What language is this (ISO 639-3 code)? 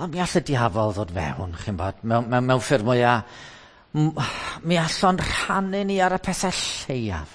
cym